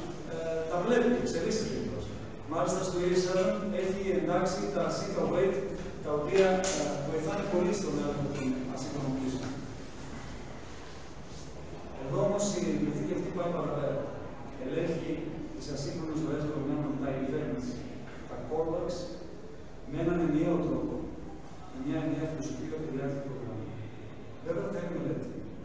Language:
Greek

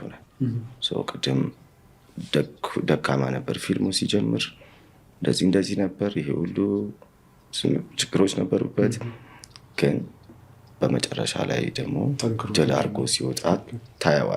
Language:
Amharic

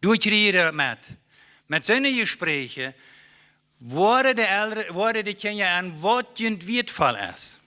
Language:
Plautdietsch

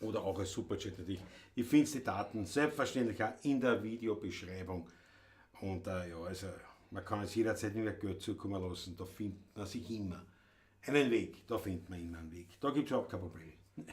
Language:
Bavarian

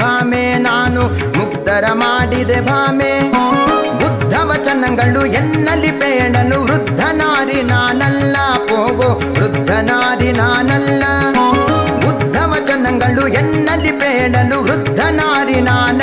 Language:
Kannada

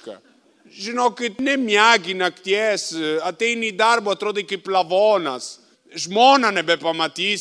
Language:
Lithuanian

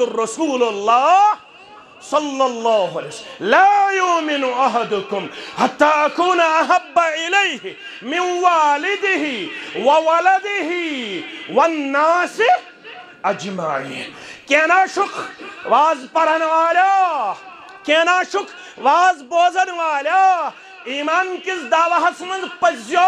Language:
Kashmiri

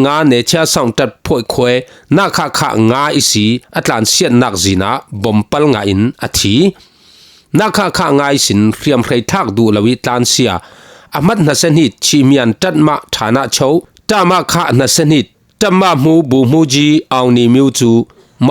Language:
Falam Chin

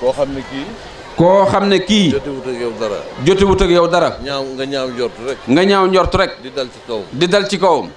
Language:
Wolof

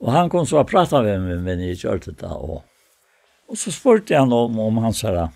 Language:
Faroese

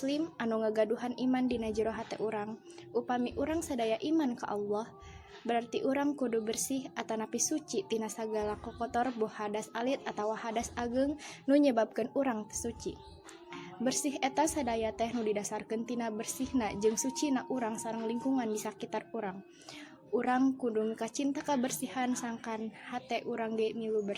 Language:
Sundanese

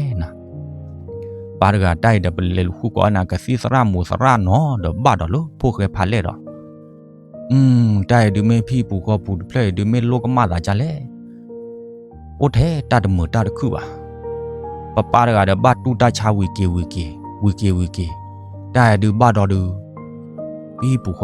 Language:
S'gaw Karen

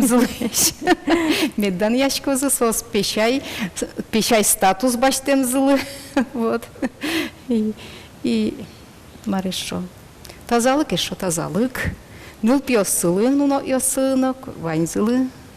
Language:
Udmurt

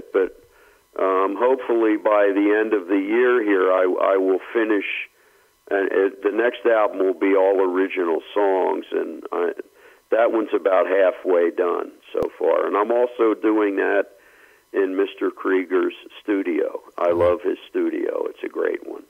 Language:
English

